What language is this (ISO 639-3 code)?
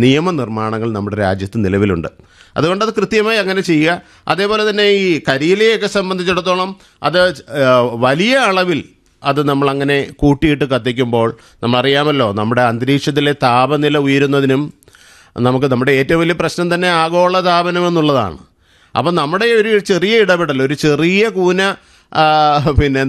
mal